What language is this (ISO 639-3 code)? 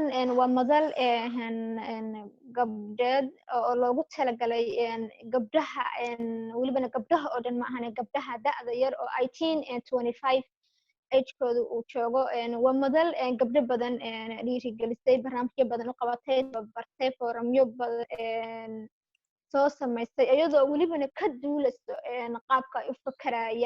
som